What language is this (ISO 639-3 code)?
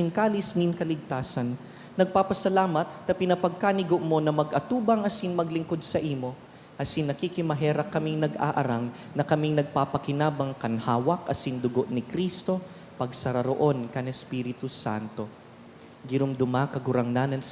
bik